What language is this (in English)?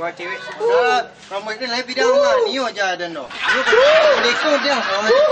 Minangkabau